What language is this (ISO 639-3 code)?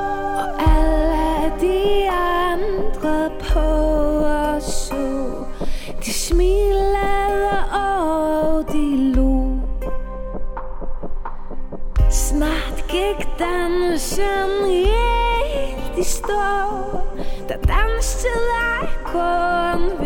dan